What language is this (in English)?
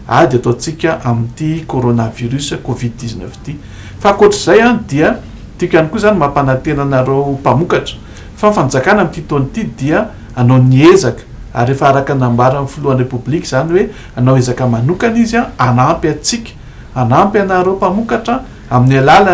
Malagasy